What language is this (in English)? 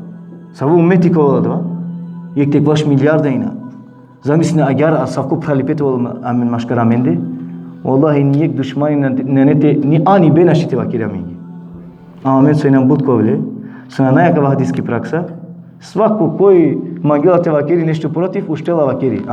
Balkan Romani